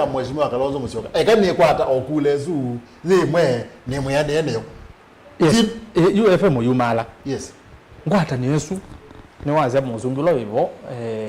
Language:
Kamba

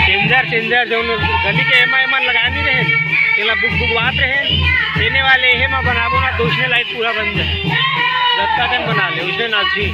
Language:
Chhattisgarhi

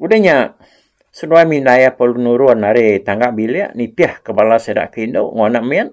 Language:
Iban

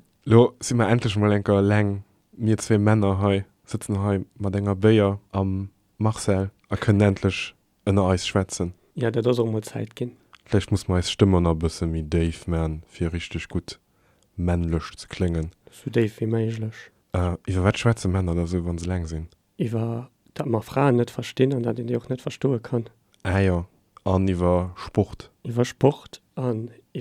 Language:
Luxembourgish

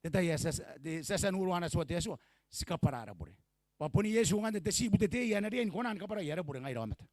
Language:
Gilbertese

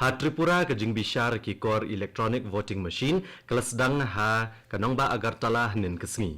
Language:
Khasi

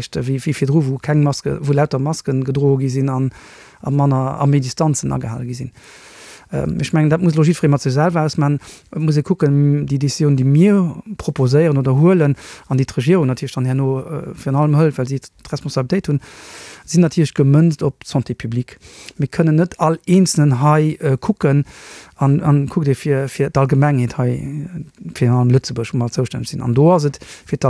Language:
Luxembourgish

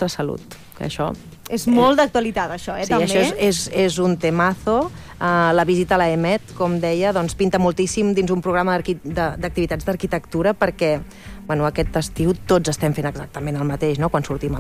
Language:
Catalan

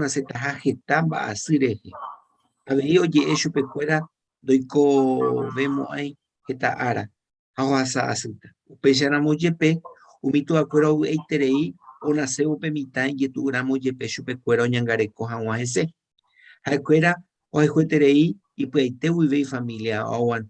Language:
Guarani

